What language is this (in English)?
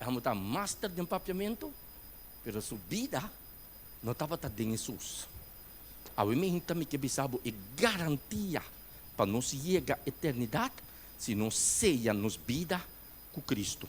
Papiamento